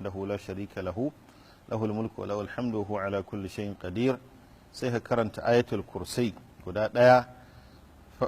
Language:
Hausa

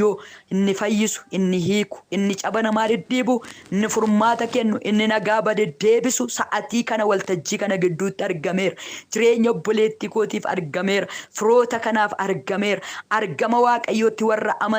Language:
Oromo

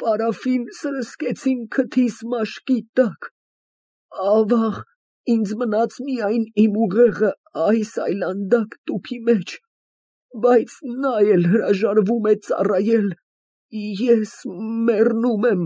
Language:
Armenian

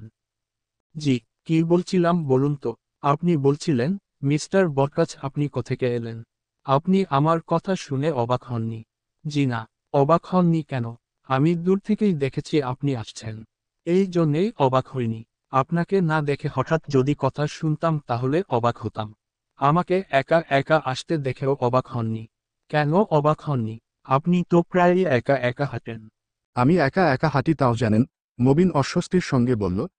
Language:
Bangla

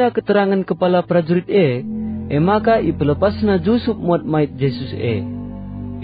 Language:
Batak Karo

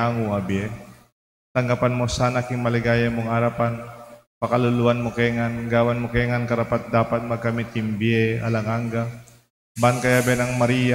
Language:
Pampanga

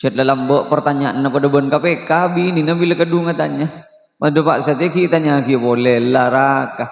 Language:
Madurese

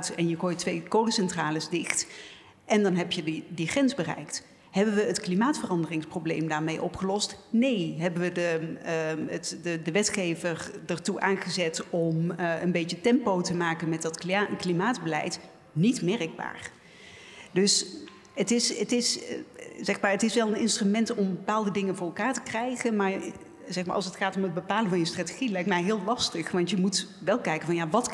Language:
Dutch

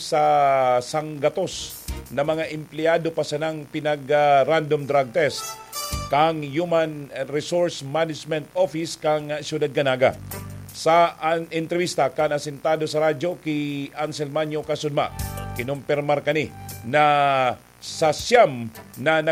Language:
Bikol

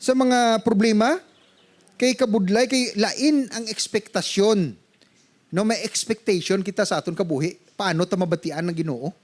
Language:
Hiligaynon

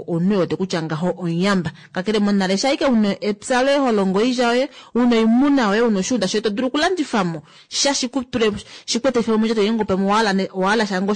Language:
Kuanyama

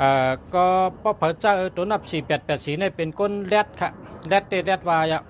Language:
Shan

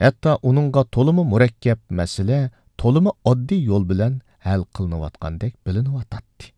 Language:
Uyghur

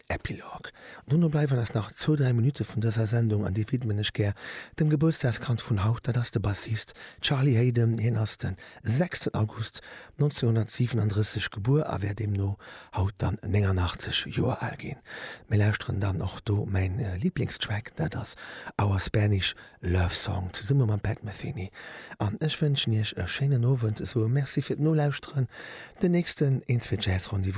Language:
Luxembourgish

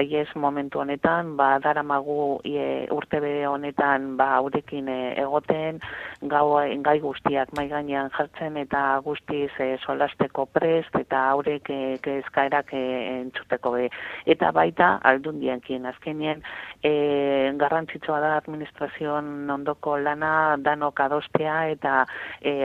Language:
Basque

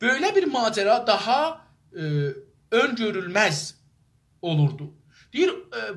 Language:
South Azerbaijani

